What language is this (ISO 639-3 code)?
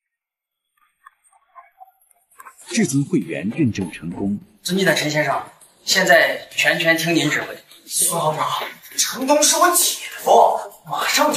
zho